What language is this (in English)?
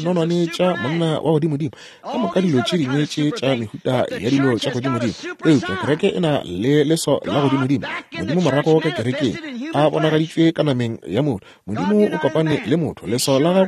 Northern Sotho